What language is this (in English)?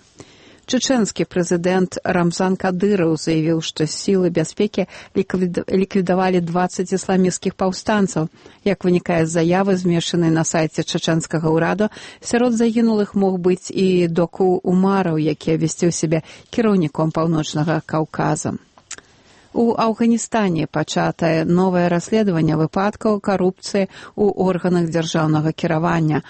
Belarusian